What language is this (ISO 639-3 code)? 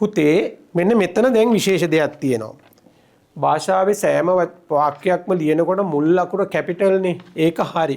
sin